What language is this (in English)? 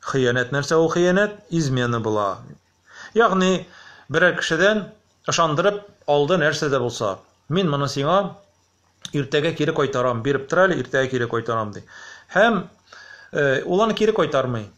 Tatar